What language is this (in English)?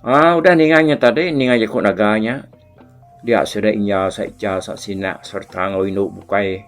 Iban